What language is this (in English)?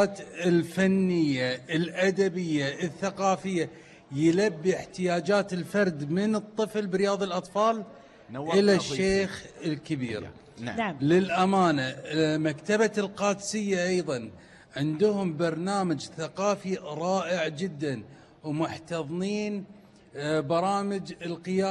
Gulf Arabic